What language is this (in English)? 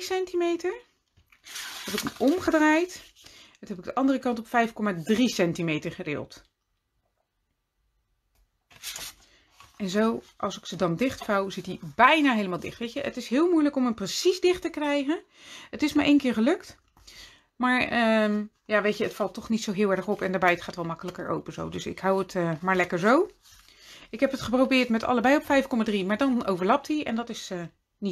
Dutch